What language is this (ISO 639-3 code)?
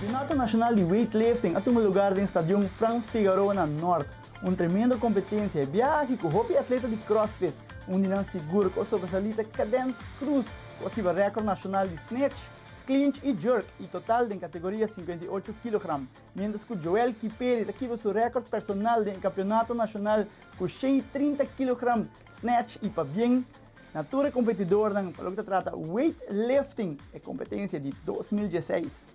pap